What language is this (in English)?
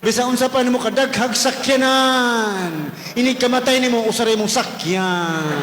Cebuano